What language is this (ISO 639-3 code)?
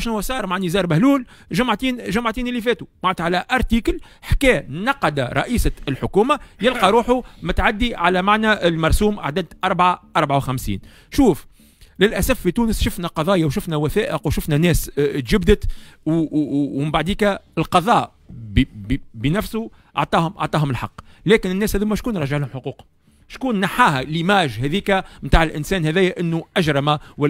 aeb